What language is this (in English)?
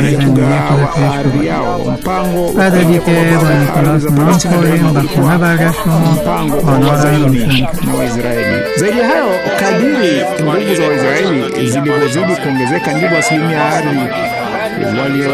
Swahili